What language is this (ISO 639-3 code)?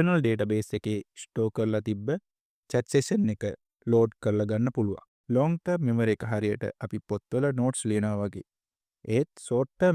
sin